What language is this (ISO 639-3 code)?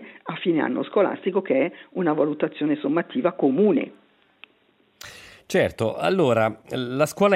ita